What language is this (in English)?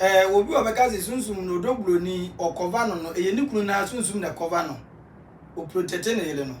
Akan